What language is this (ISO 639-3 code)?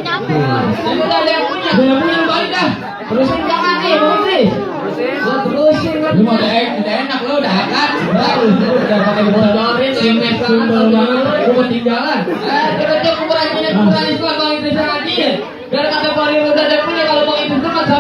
bew